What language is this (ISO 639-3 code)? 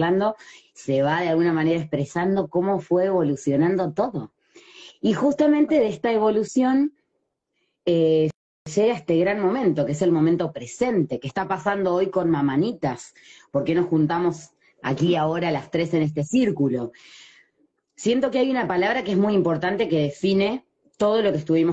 spa